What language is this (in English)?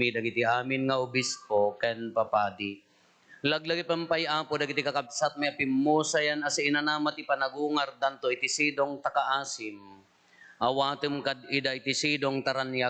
Iloko